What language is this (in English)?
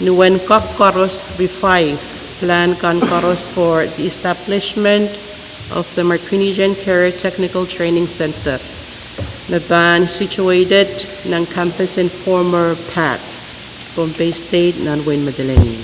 Pohnpeian